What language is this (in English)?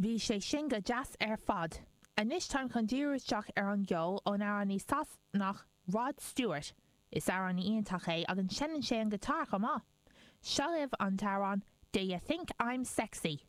Irish